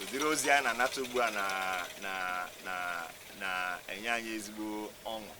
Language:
Igbo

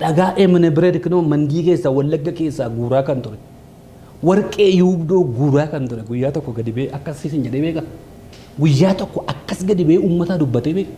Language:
Oromo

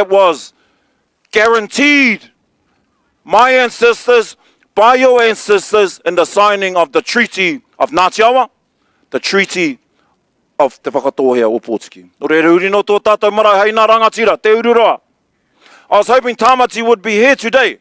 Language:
Māori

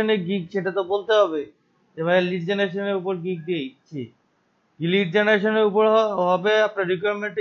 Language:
Bangla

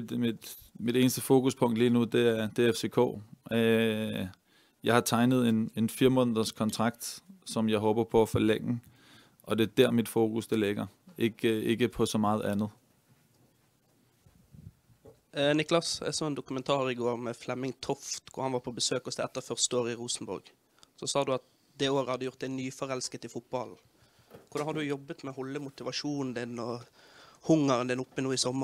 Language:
Danish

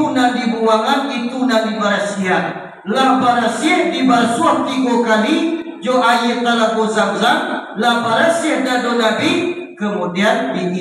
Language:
Minangkabau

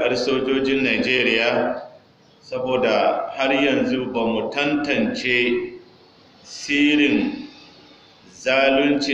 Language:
Hausa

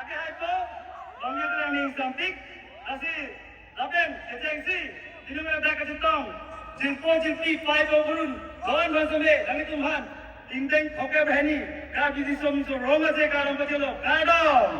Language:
Karbi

